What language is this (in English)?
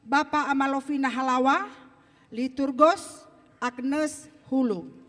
Nias